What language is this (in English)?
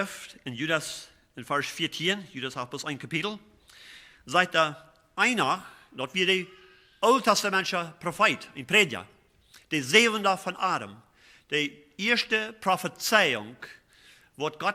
Plautdietsch